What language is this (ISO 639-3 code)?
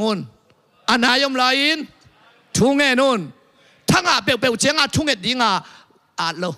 ctd